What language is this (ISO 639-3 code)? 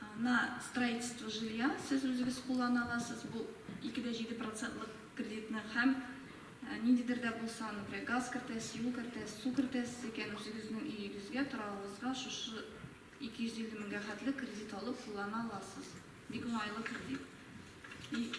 tat